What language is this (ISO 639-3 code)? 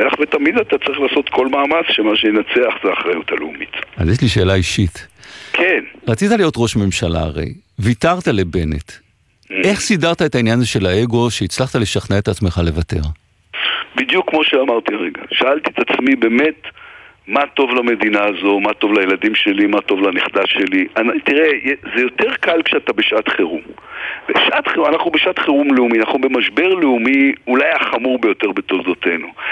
heb